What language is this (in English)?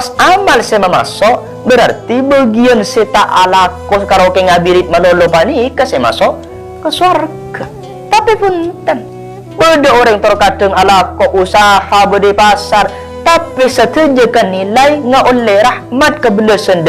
Madurese